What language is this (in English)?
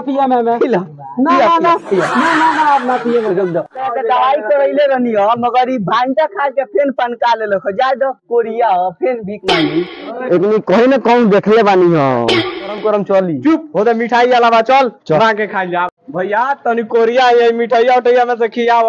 Bhojpuri